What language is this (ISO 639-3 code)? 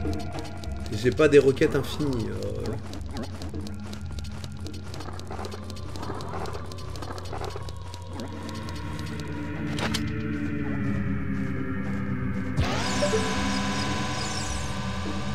fra